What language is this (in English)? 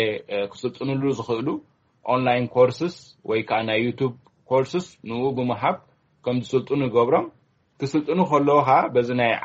Tigrinya